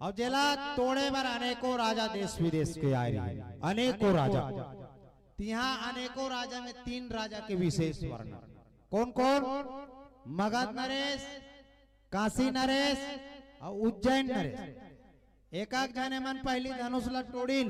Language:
Chhattisgarhi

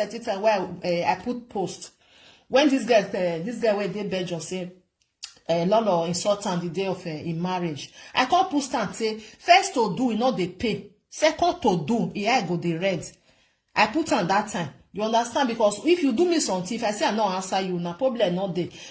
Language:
Nigerian Pidgin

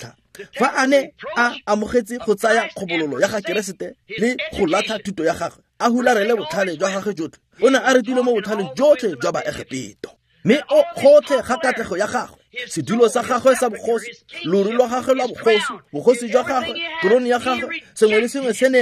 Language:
Tswana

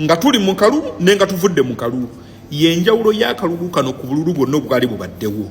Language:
Ganda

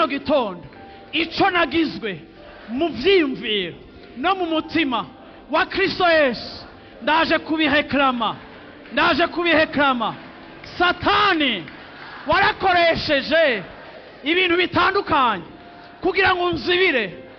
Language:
Rundi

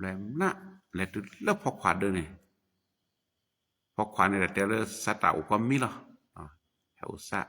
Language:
S'gaw Karen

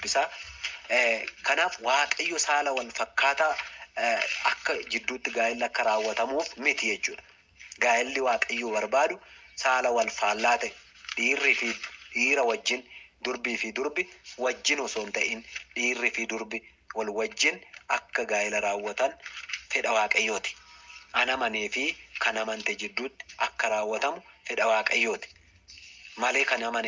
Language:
Oromo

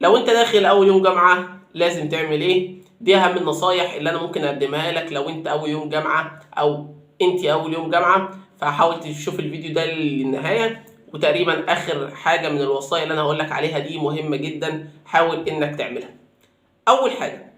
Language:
Egyptian Arabic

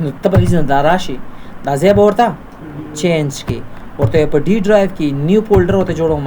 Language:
Pashto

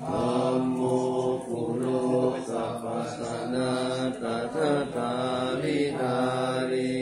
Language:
Pali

